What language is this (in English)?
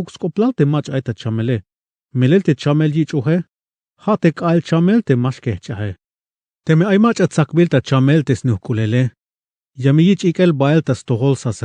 Tzeltal